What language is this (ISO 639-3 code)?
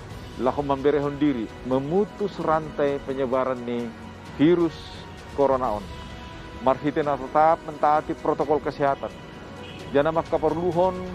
bts